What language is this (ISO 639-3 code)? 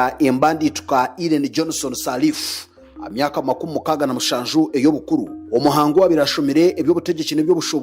nyn